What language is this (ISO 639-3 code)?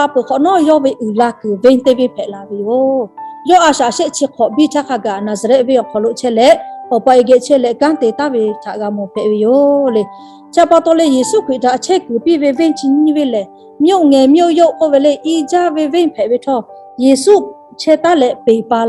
lhu